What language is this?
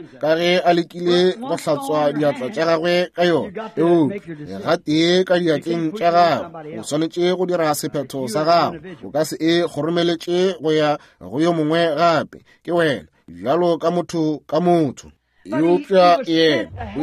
Northern Sotho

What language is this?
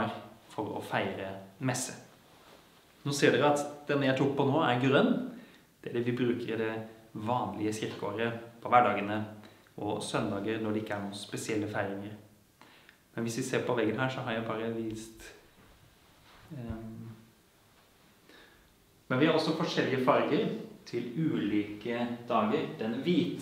Norwegian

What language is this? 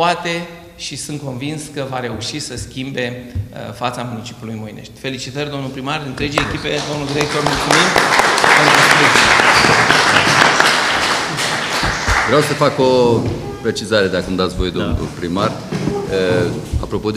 Romanian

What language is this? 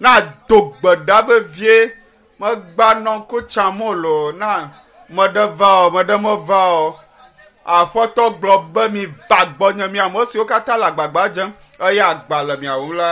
Ewe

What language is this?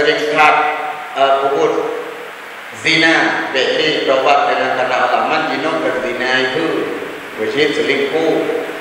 Achinese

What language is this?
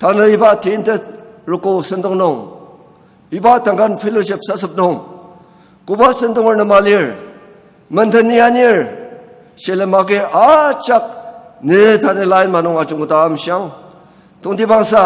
Ao Naga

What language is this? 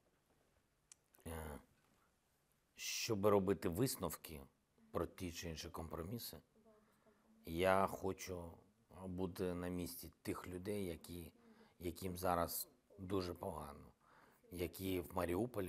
Ukrainian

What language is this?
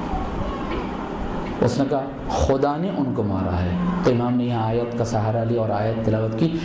Urdu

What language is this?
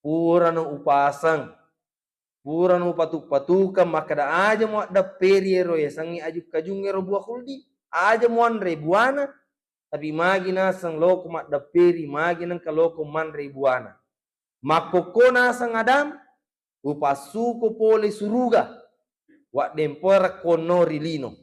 Buginese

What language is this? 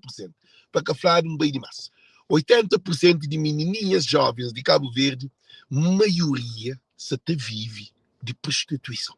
Kabuverdianu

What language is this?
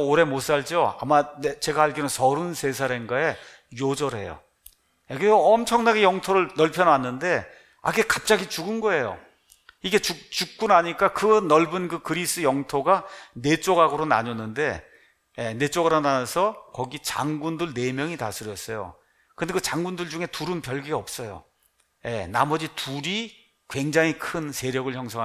Korean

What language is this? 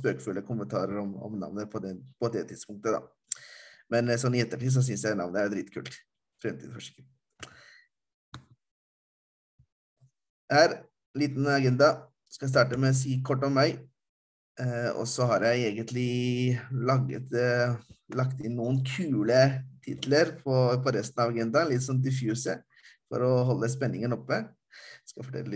Norwegian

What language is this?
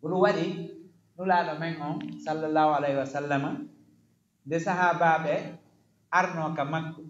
Fula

